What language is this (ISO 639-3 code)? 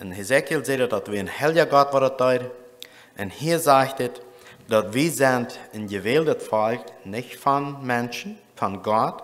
pdt